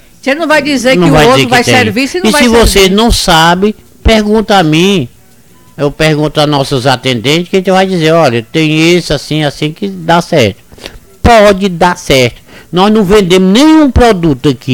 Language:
Portuguese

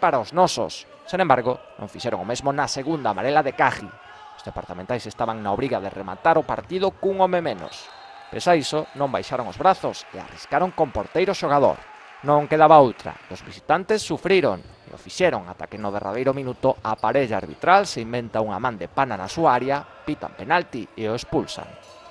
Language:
Galician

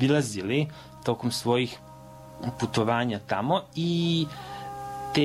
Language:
Serbian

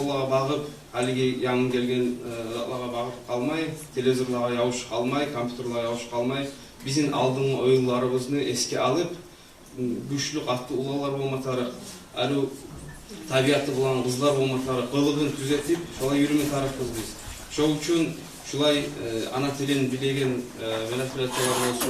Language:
Kumyk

